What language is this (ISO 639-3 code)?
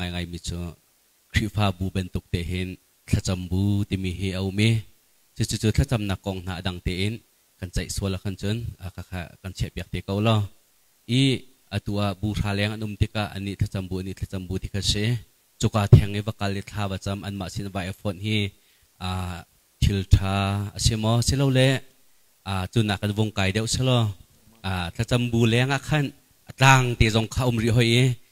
cnh